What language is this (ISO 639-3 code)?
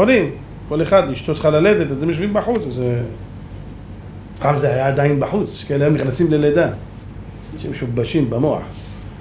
heb